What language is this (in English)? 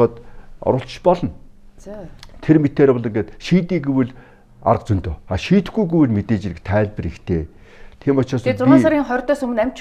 Mongolian